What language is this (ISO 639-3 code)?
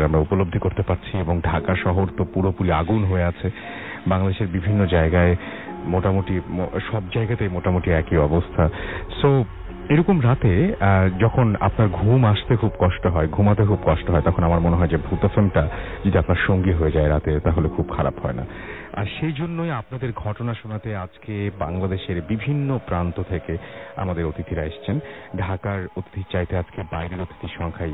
ben